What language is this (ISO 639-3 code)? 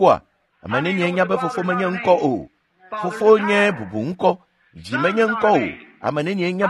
ewe